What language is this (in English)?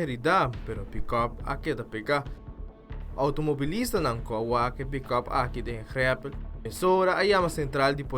Papiamento